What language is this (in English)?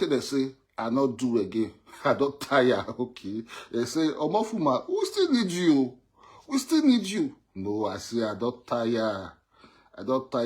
Nigerian Pidgin